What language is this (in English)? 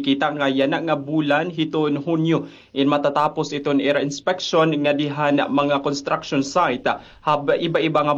Waray